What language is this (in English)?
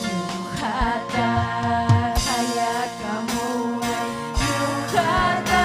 Ayacucho Quechua